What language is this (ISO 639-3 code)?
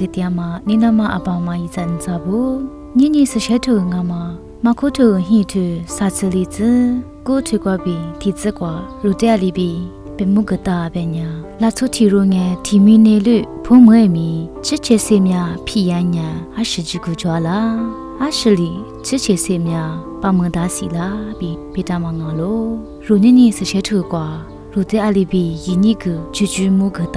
lis